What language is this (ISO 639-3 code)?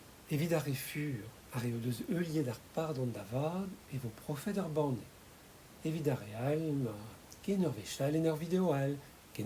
bre